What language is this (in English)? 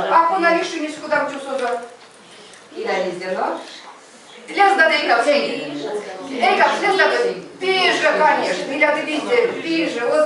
Erzya